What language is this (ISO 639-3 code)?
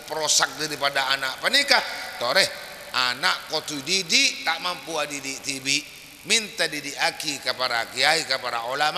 mad